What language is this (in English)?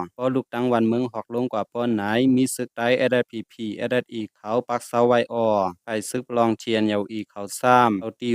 Shan